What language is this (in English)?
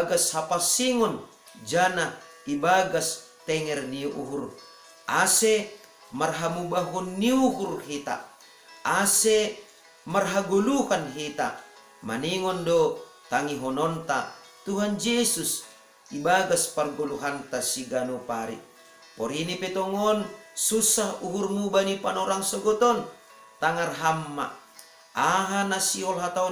Batak Simalungun